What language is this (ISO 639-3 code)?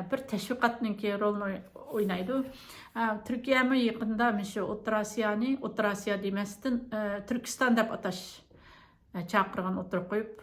uig